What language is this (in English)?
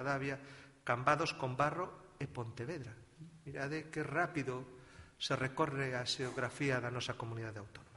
Galician